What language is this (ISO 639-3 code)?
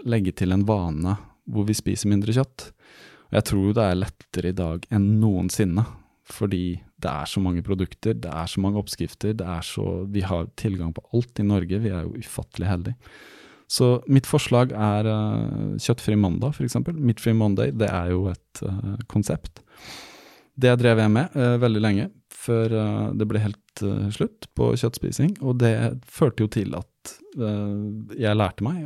nor